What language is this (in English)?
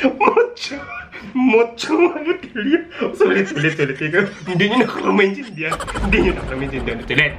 Hiligaynon